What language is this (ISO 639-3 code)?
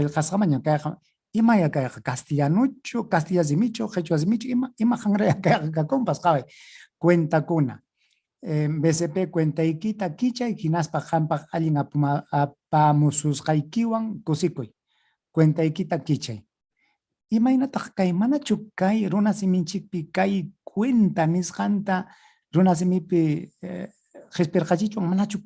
quy